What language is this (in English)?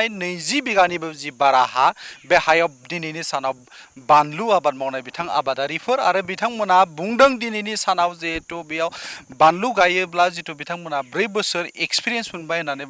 Bodo